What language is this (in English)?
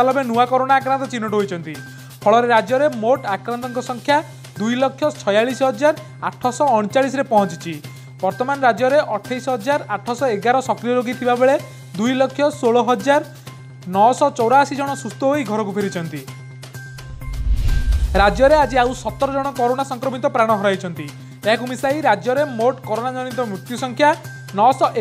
Odia